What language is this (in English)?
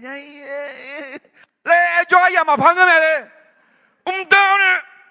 Akha